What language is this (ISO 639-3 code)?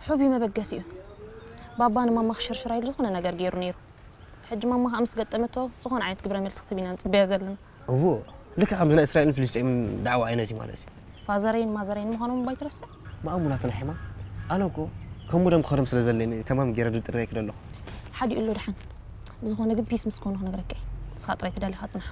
tir